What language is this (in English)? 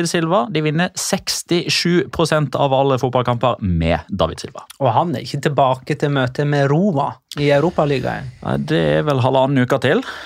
Norwegian